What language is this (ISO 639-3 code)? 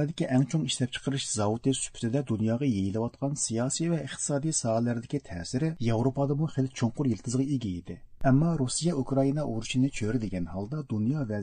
uig